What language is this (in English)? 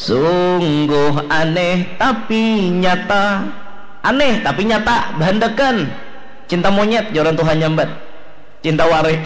Banjar